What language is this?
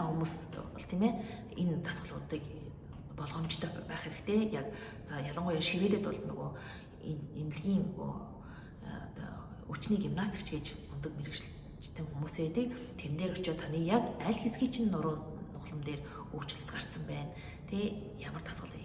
Mongolian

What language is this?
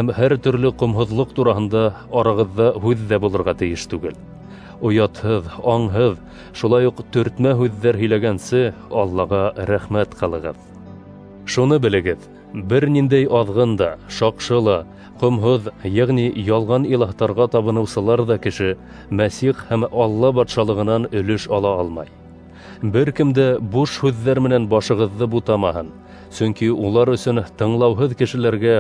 Bashkir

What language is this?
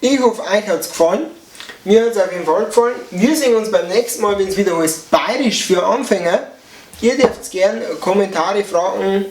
Bavarian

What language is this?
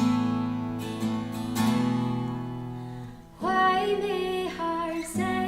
Irish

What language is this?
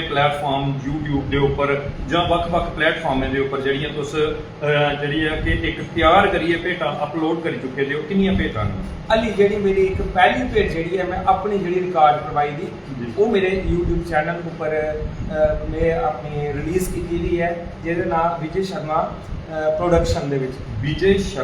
Dogri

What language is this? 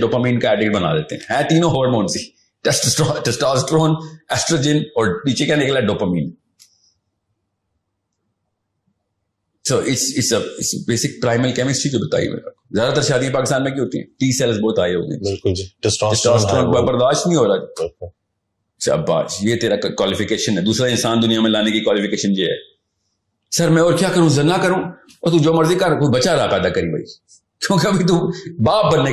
Urdu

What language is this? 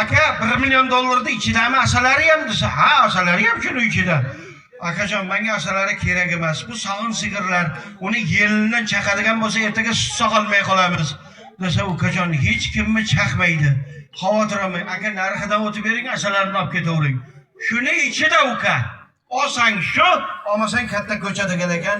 Uzbek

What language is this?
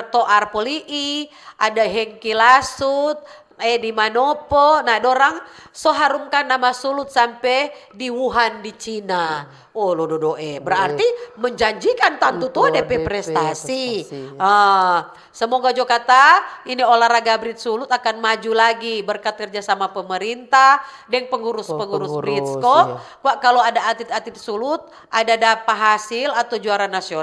Manado Malay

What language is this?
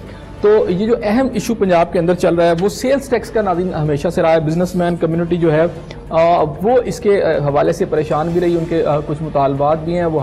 Urdu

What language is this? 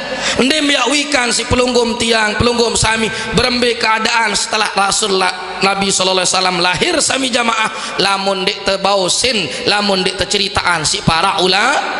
Sasak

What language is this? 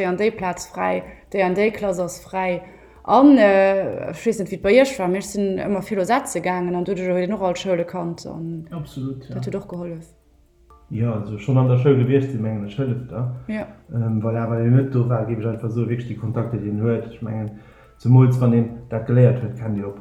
Luxembourgish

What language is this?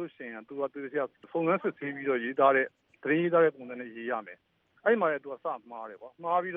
Burmese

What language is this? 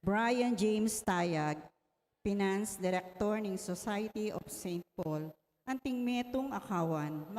Pampanga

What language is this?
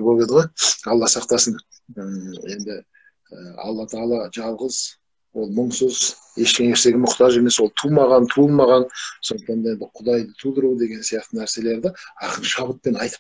Kazakh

